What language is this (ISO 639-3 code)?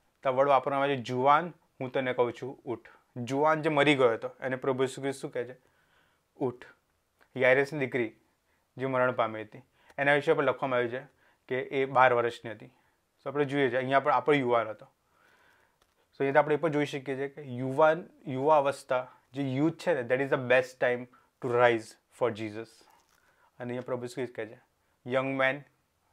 guj